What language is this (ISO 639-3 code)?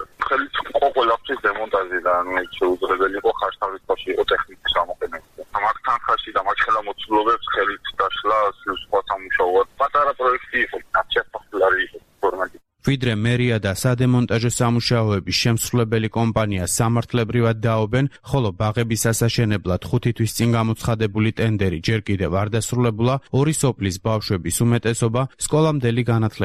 kat